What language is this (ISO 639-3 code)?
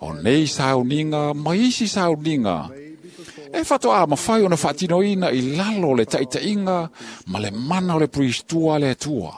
smo